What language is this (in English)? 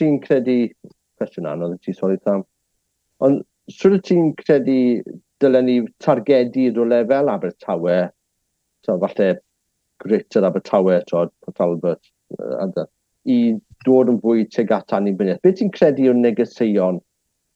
Welsh